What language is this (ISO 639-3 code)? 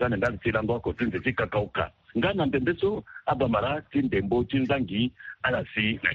sag